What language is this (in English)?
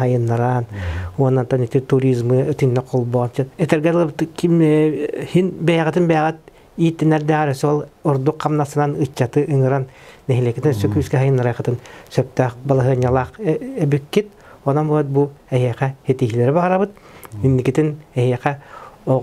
Yakut